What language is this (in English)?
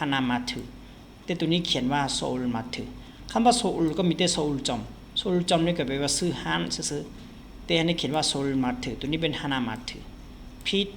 Lao